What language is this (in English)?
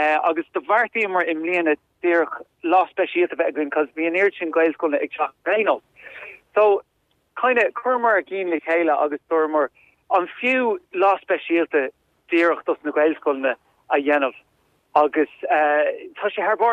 Irish